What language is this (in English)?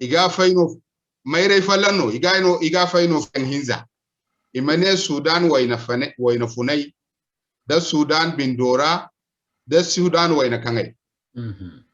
Zarma